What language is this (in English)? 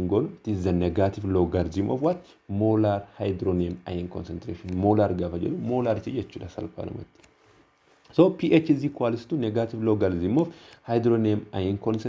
Oromo